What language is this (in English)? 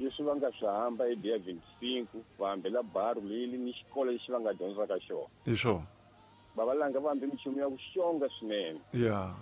Tsonga